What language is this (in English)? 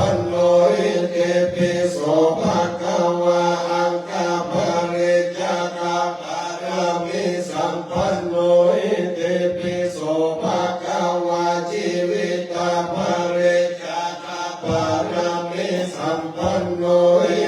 Pali